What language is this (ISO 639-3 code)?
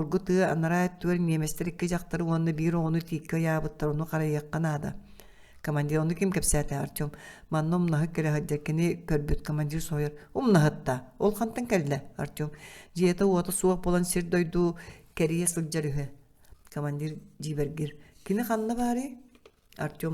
sah